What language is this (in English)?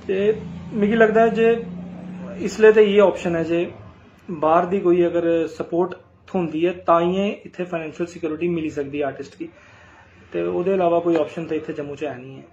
Dogri